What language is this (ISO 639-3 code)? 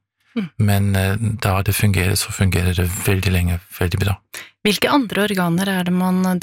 nor